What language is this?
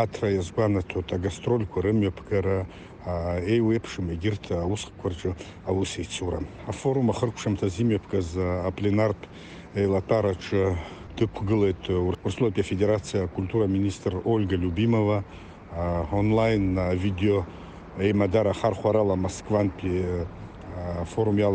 Abkhazian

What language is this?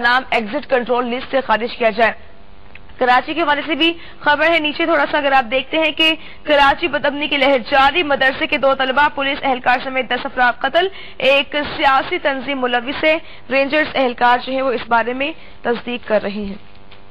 Urdu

